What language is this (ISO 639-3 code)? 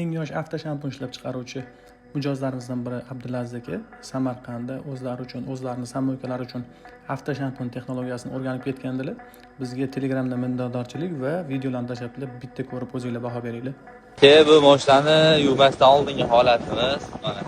uzb